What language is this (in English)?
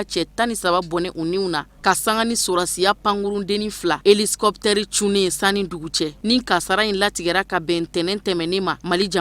Bambara